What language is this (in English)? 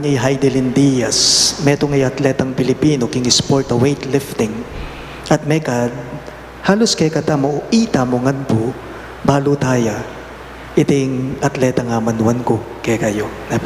Pampanga